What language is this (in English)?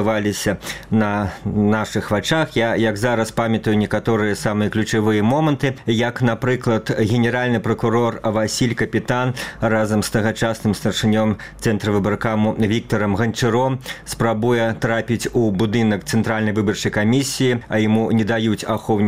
Belarusian